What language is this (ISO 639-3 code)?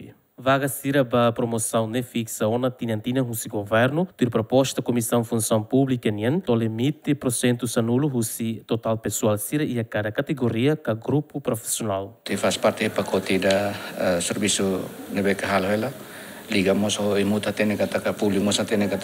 tet